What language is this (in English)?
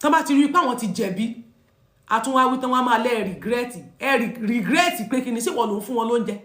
Yoruba